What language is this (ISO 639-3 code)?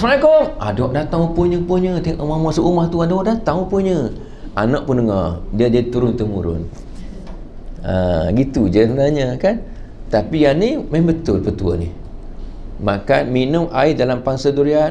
msa